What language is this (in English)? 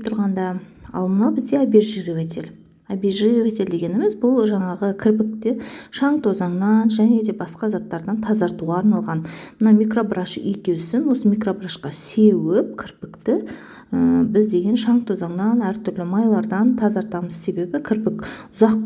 Kazakh